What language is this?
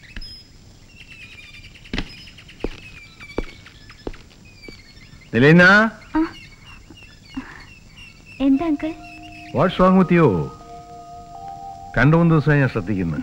Malayalam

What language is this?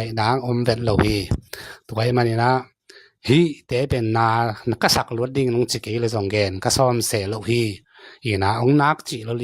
Tedim Chin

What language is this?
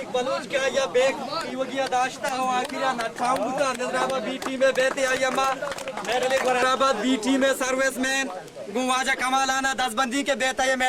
Eastern Balochi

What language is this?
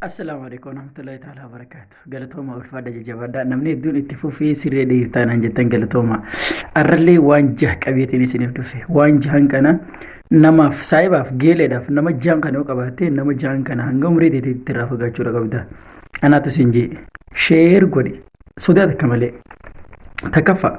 Oromo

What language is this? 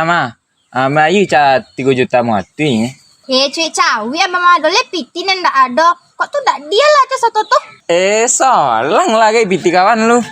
Minangkabau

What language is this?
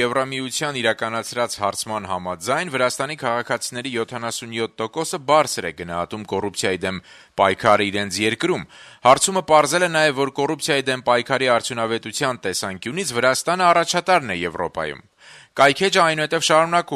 Armenian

